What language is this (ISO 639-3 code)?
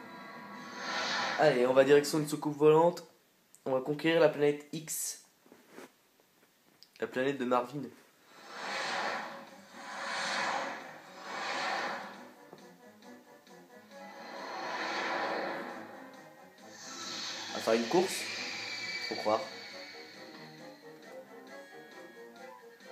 fra